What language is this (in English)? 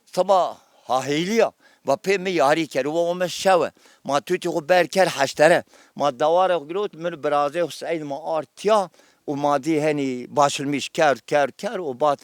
Zaza